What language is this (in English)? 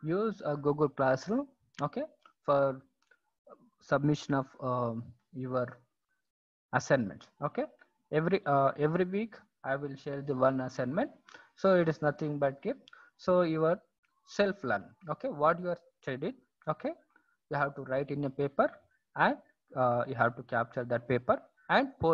English